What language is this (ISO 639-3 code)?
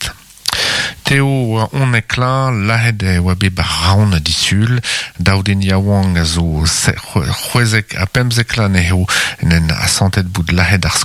bre